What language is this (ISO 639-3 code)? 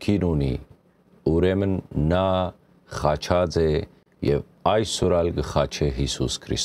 hyw